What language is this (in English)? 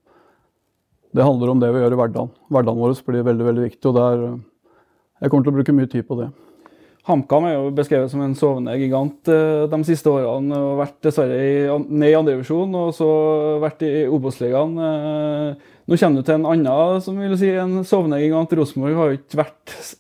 Norwegian